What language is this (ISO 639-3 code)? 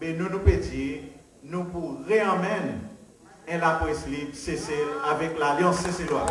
crs